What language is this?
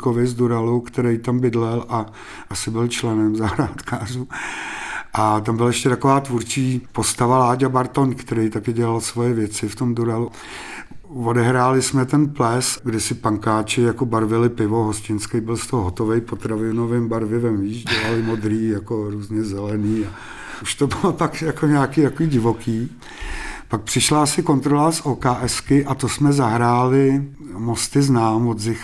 Czech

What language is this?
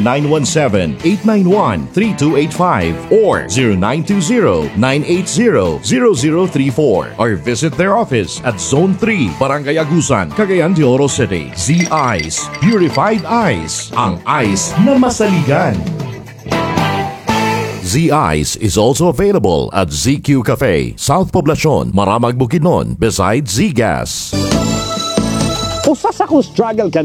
Cebuano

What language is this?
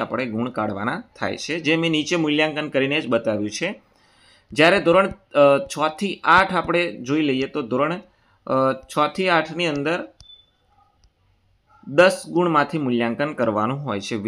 Gujarati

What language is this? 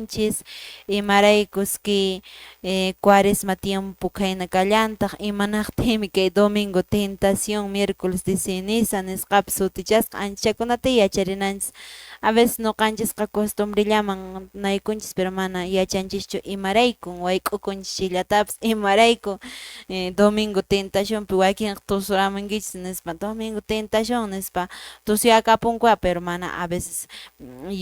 Quechua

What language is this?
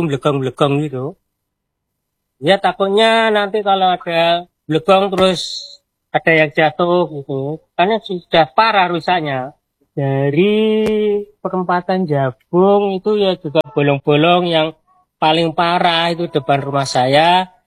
Indonesian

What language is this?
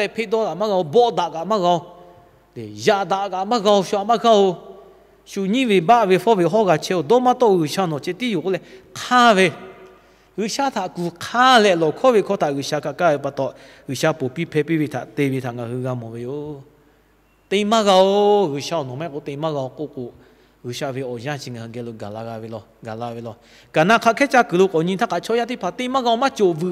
Lahu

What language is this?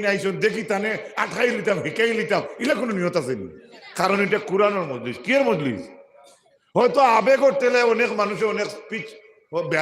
Sylheti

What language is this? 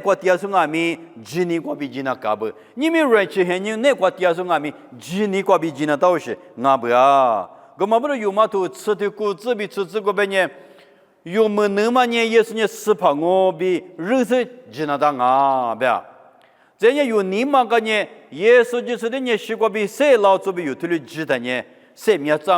Lisu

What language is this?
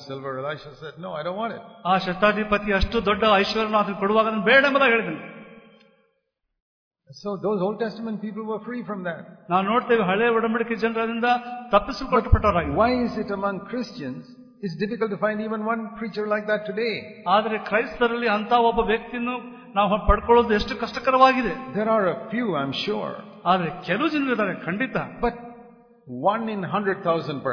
Kannada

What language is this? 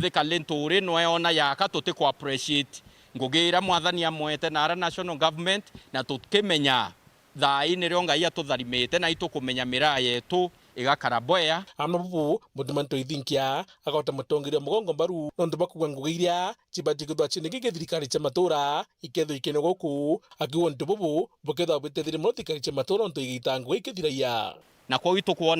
Meru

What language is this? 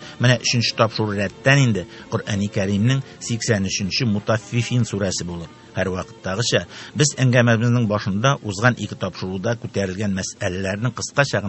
Tatar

